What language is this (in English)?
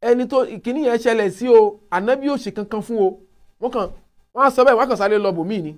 Yoruba